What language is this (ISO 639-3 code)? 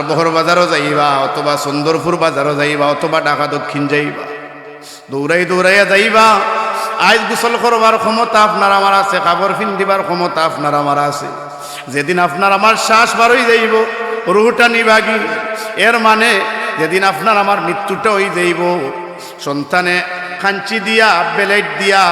syl